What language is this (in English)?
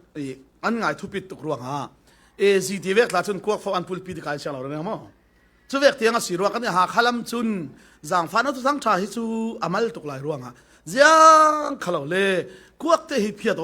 Falam Chin